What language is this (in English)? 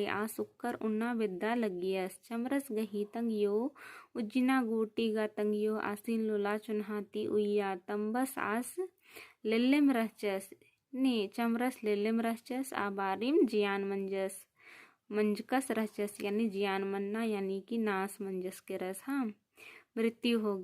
Kurukh